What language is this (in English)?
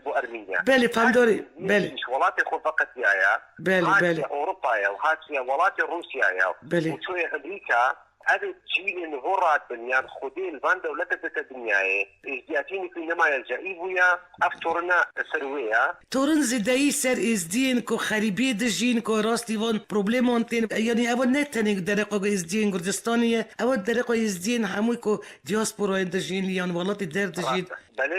Kurdish